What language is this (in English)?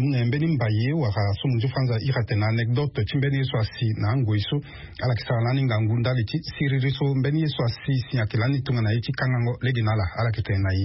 Sango